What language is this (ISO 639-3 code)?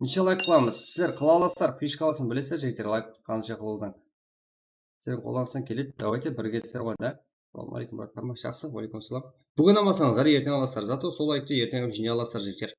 kaa